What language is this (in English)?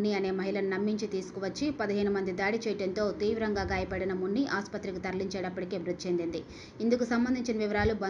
Telugu